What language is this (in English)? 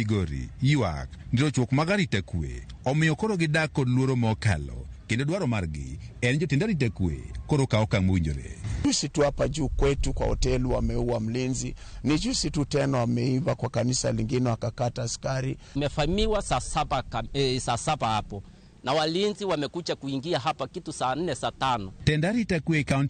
Luo (Kenya and Tanzania)